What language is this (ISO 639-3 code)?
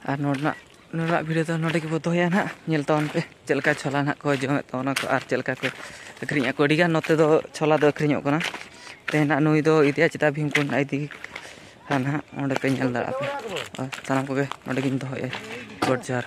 sat